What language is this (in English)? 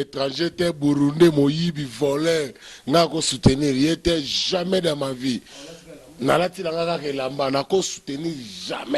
Lingala